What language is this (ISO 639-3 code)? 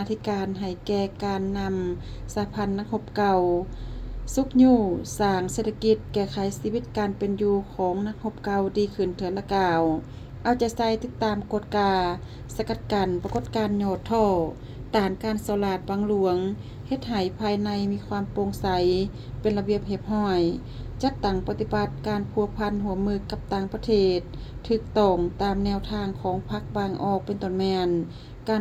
lao